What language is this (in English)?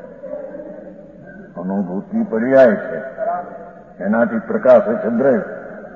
Gujarati